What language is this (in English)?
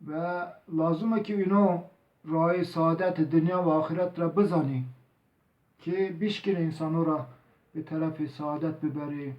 Zaza